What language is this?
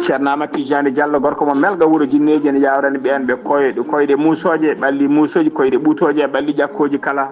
Fula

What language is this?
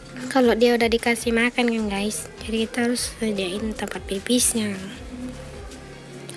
Indonesian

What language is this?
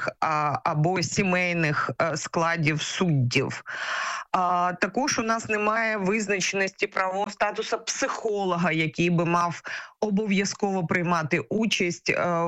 Ukrainian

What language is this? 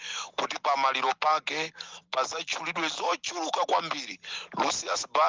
Nyanja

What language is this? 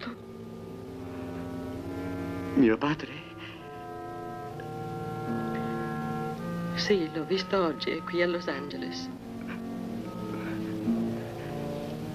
Italian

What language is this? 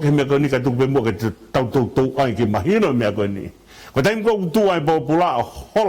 Tongan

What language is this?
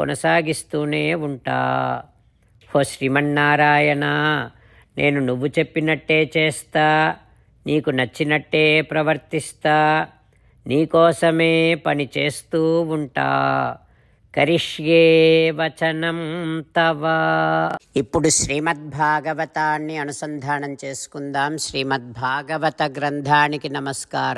Telugu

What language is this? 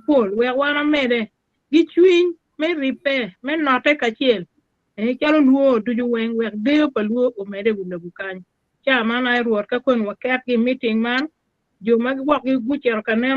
Acoli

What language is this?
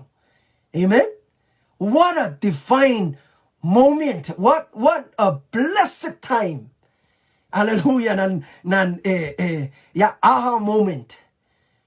Pohnpeian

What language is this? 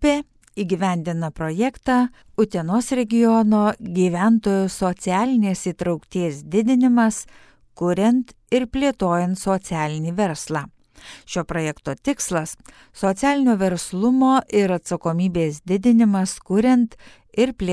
Lithuanian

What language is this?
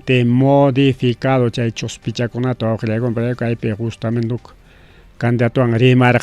Ayacucho Quechua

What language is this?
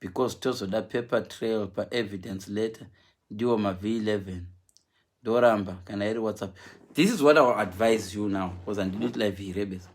Shona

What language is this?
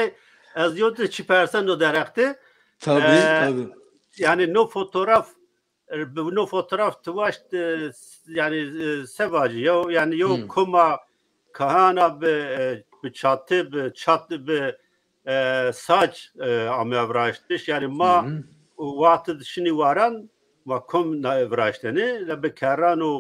Zaza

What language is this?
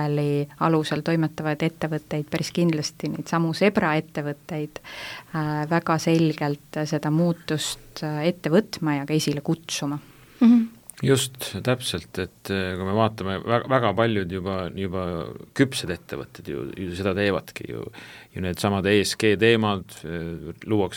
Estonian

